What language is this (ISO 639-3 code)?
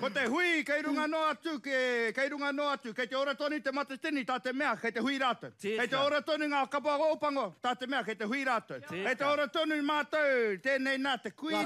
mri